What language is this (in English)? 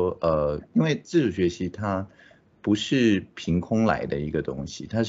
Chinese